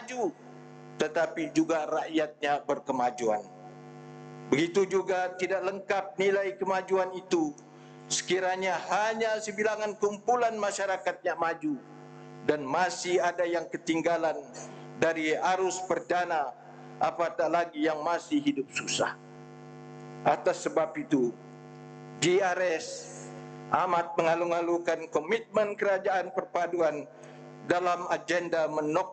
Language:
Malay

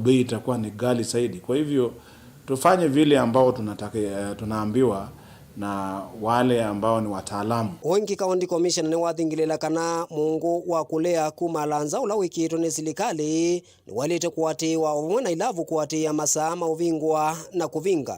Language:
Kamba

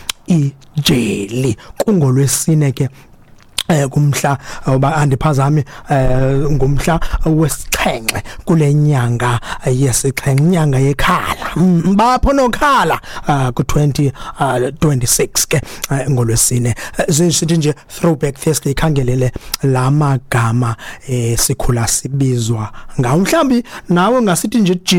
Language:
Xhosa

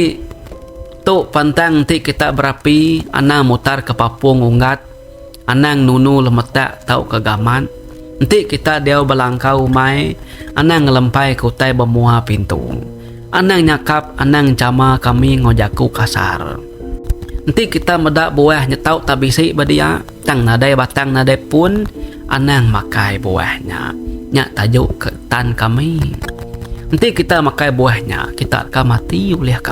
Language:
Iban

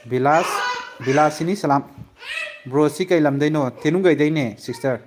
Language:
Manipuri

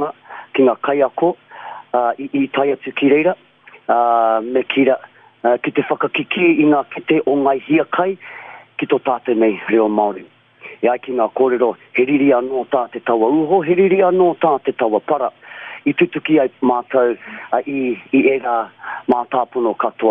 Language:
Māori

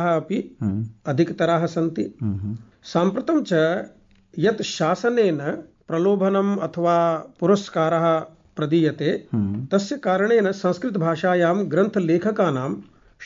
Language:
Sanskrit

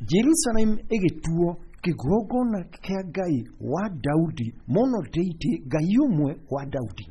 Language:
Kikuyu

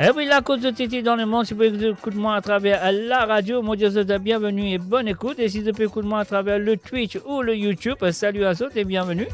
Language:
Morisyen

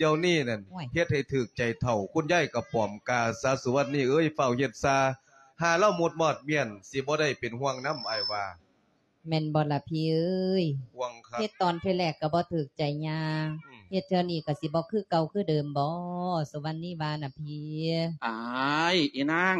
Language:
Lao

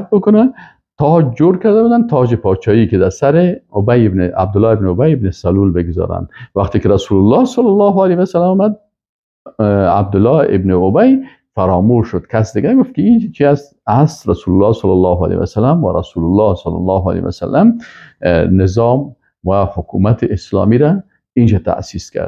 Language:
Persian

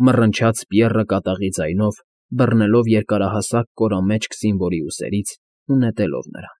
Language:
Armenian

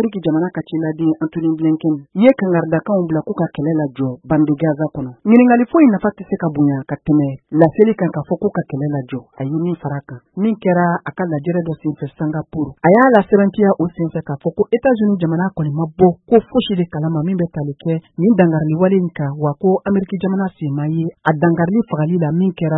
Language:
Bambara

